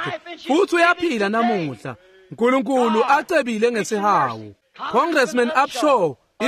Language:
Swati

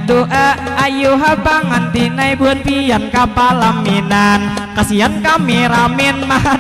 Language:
Banjar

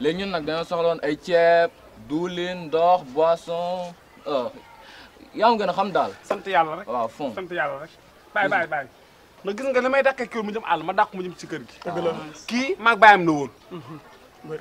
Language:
Wolof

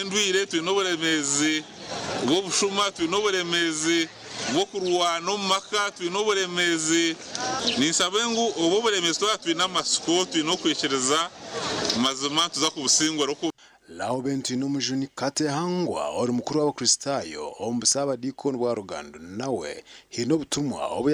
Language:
Nyankole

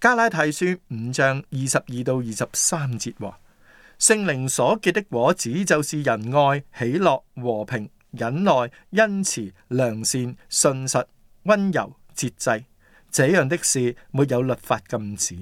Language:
Cantonese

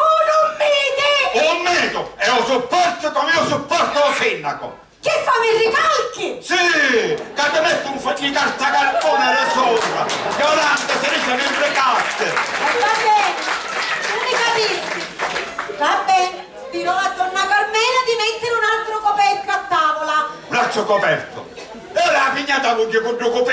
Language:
Sicilian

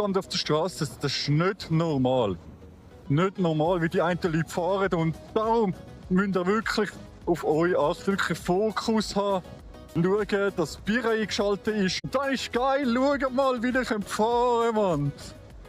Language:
Swiss German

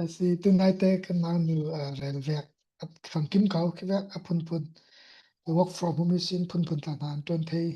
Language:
Falam Chin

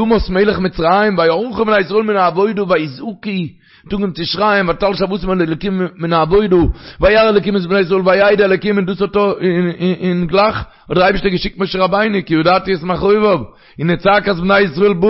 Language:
Yiddish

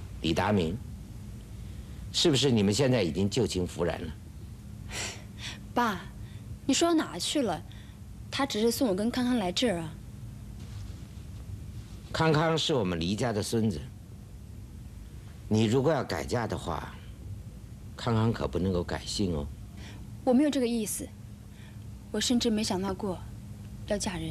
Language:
Chinese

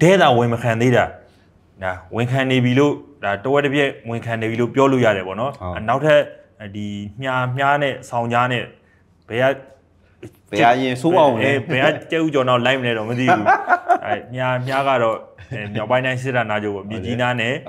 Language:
Burmese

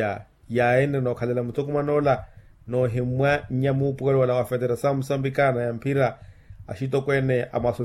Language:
Makhuwa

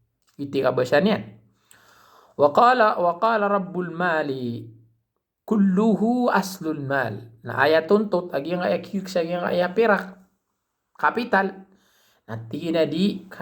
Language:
Maranao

